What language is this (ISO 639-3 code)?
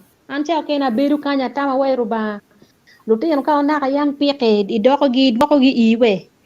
ach